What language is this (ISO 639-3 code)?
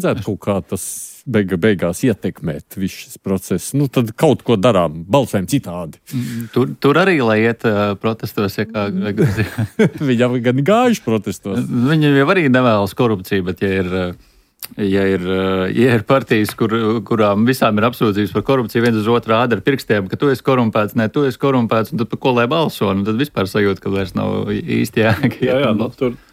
lav